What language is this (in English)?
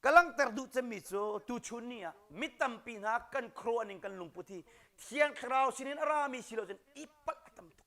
Hakha Chin